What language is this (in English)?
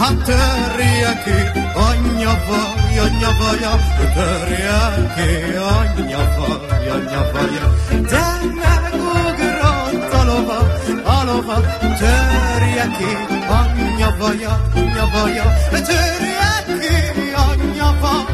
Hungarian